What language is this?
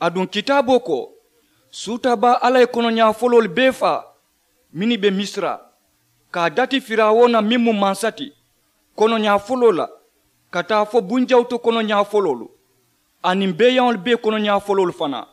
Mandingo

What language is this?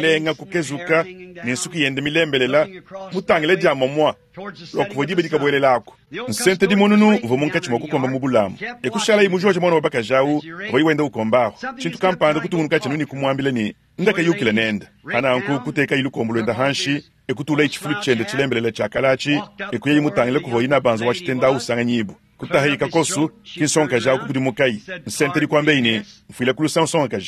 Luba-Lulua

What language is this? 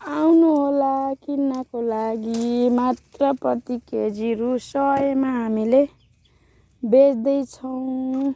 Nepali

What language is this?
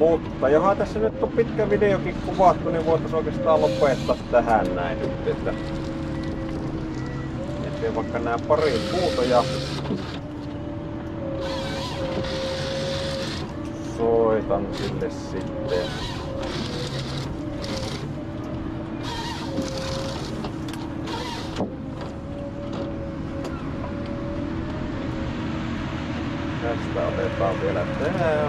Finnish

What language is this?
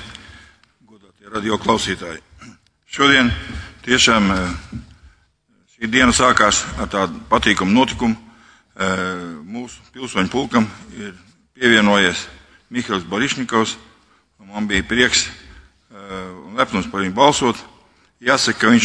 Latvian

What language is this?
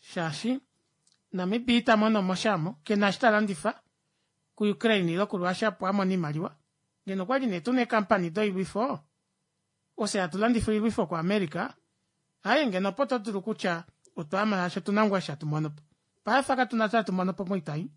Kuanyama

